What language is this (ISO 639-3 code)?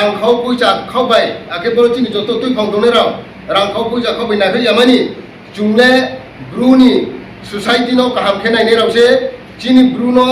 ria